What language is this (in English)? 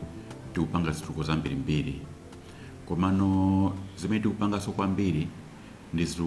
Nyanja